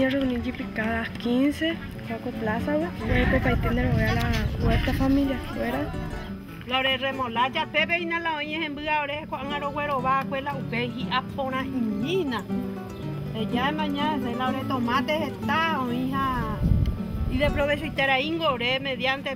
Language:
Guarani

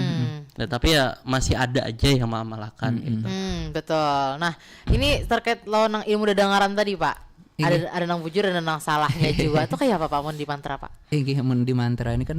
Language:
Banjar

